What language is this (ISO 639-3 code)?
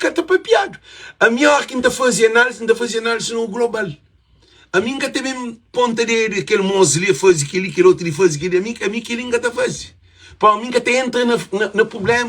kea